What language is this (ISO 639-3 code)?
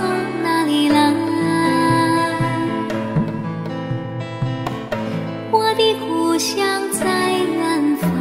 zho